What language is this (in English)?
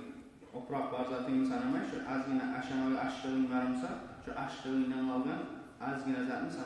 Kumyk